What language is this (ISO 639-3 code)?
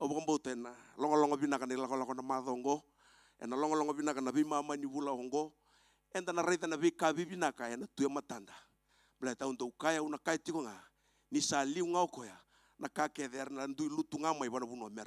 fij